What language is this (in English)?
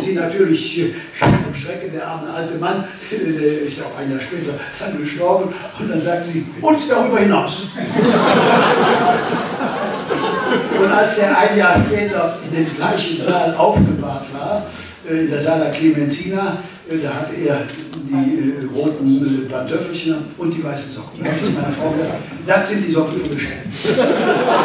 German